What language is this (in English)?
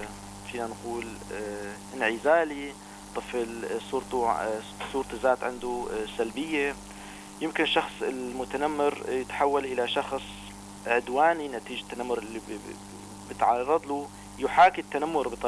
North Levantine Arabic